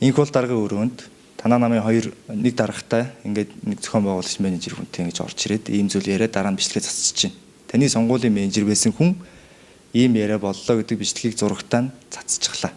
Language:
Mongolian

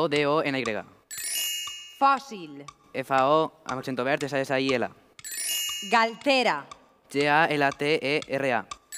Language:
Catalan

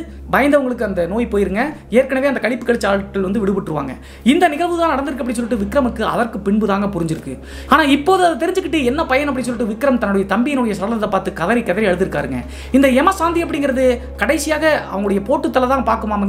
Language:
Tamil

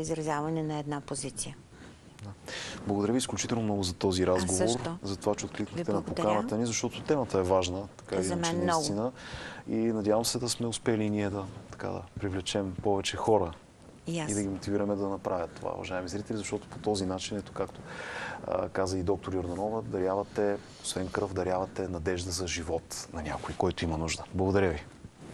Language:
Bulgarian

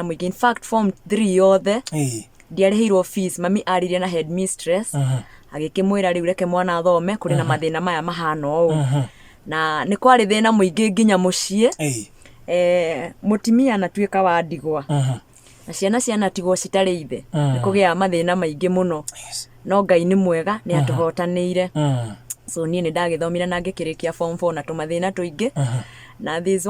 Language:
Kikuyu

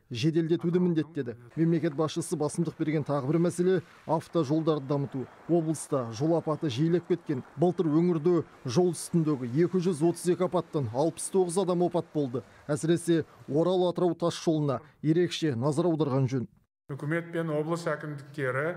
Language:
Kazakh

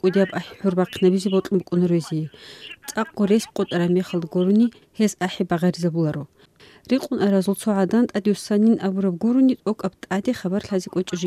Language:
Avaric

